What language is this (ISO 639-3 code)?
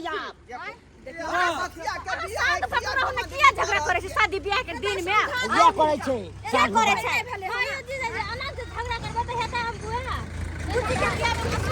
mai